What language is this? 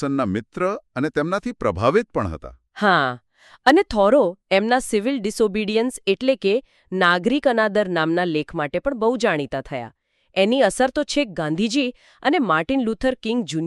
Gujarati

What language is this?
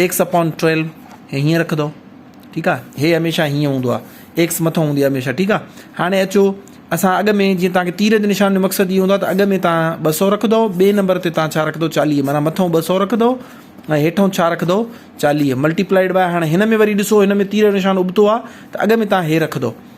Sindhi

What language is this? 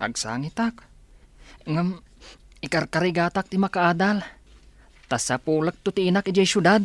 Iloko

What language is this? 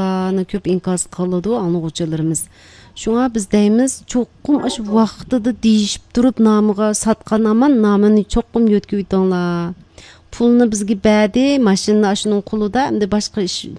Uyghur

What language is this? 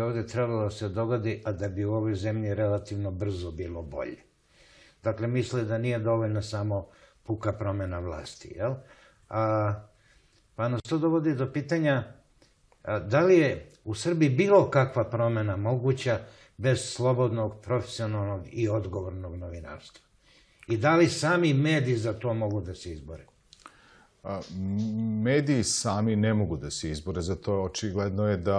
Serbian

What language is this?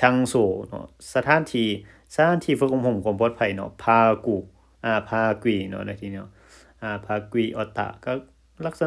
Lao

